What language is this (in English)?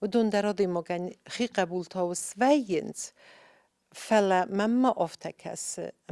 Ossetic